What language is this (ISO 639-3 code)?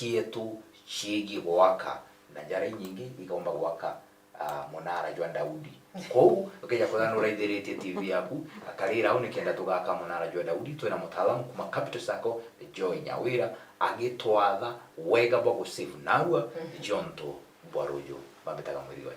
mer